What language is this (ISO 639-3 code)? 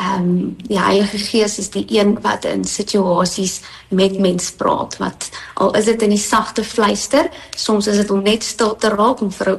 afr